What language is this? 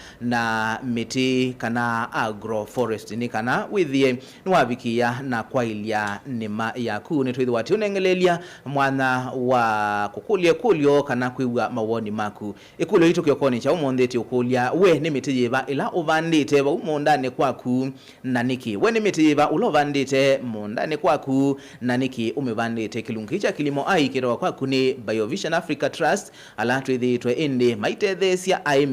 Kamba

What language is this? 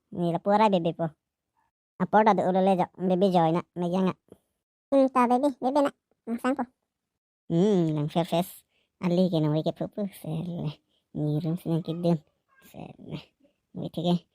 Karbi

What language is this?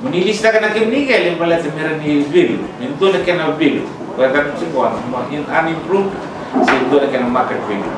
Fijian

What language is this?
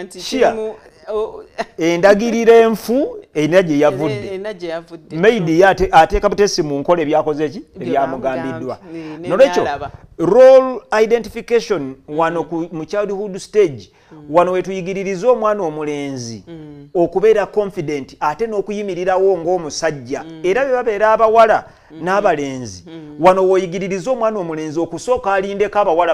Ganda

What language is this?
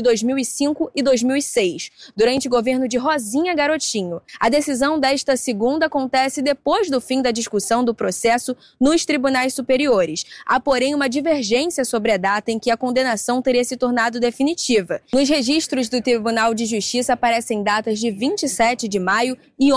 Portuguese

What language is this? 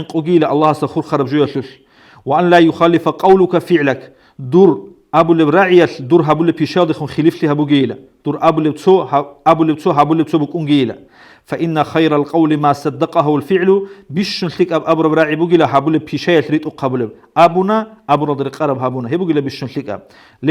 Avaric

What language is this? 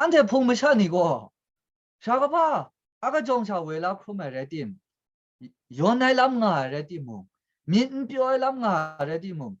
Kachin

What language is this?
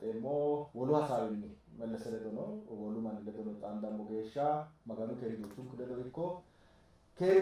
Sidamo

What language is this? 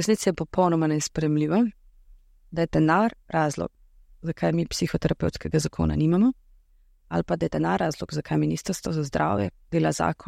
Slovenian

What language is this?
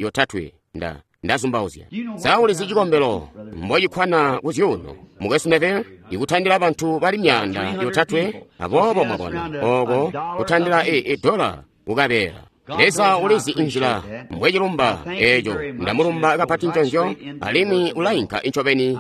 Tonga (Zambia)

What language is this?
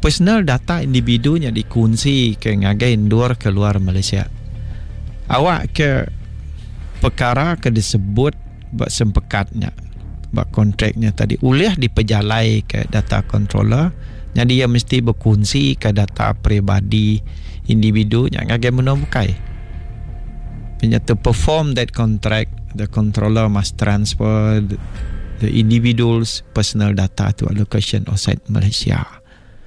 Iban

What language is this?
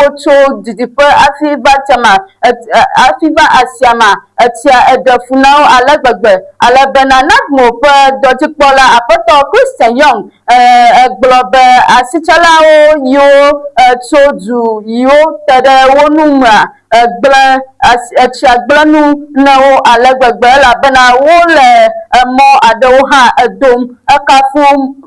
Ewe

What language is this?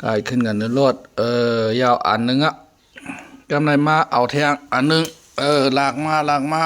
Shan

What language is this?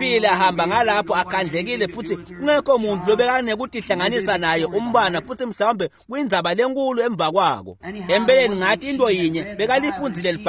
Swati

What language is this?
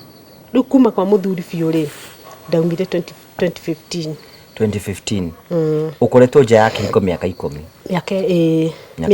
Kikuyu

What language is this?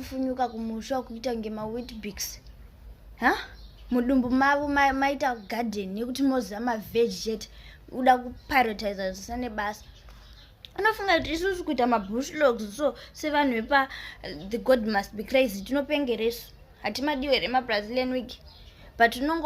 Shona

